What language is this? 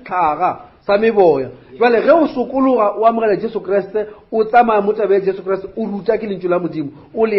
Northern Sotho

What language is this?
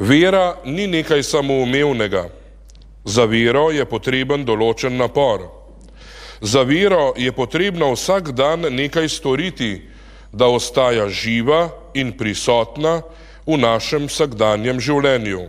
Slovenian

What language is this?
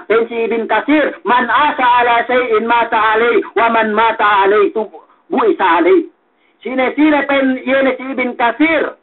Yakan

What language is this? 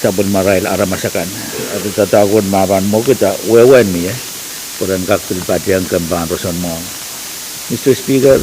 Pohnpeian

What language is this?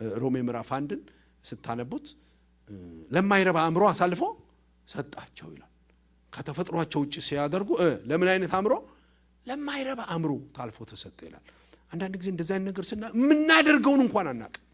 Amharic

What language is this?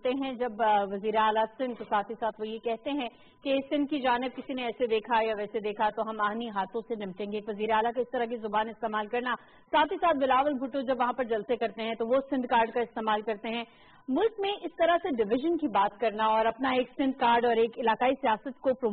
Urdu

